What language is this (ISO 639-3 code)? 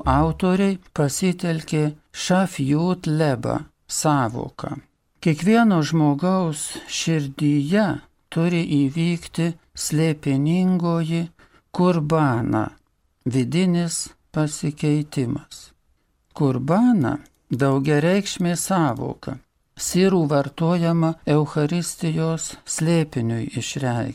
lit